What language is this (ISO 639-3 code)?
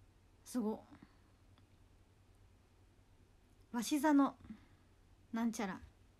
jpn